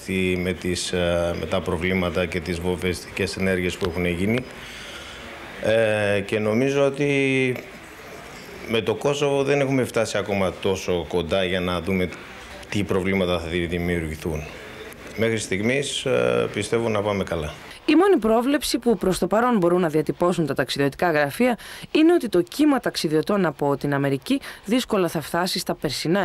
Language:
Greek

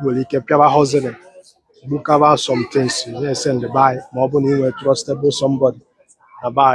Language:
Igbo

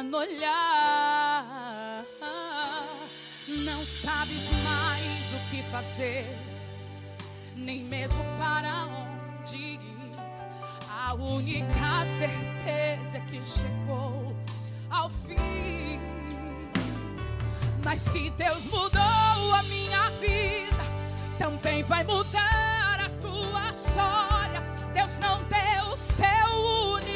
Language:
Portuguese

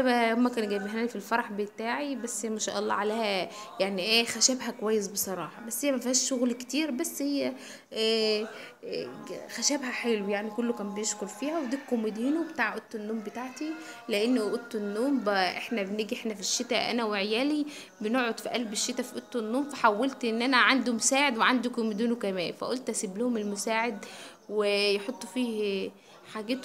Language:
Egyptian Arabic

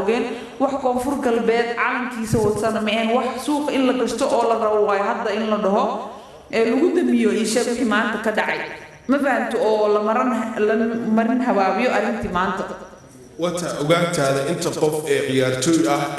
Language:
Somali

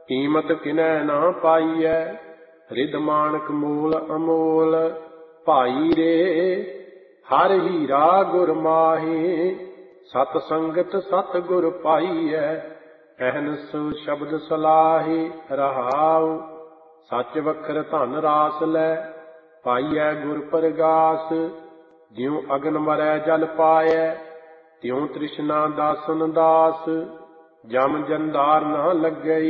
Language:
Punjabi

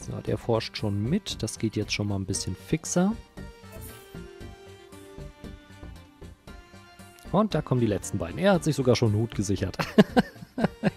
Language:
German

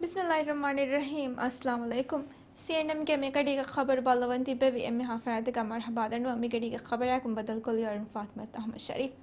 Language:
Divehi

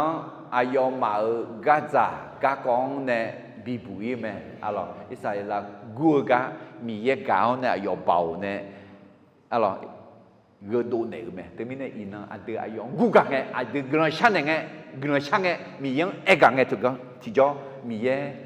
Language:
Akha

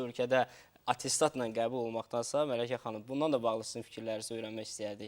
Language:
Azerbaijani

